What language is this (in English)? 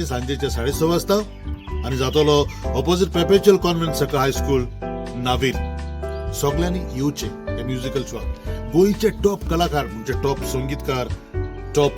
Konkani